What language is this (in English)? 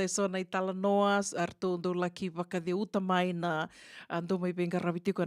Fijian